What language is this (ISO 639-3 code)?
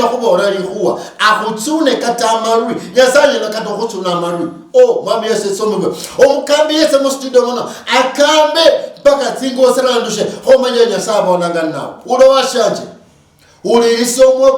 luy